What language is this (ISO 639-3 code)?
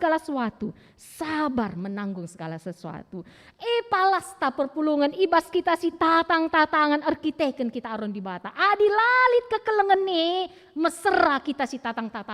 btx